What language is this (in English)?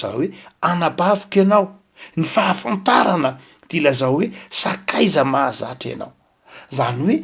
Malagasy